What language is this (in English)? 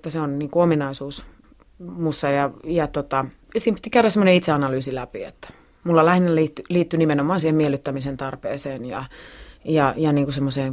Finnish